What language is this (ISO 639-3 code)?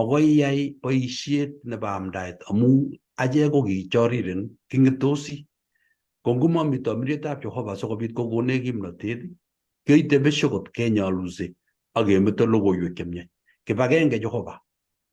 kln